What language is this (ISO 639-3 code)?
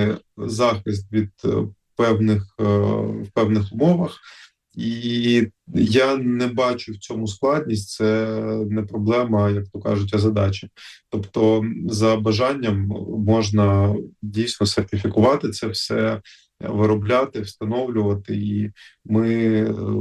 ukr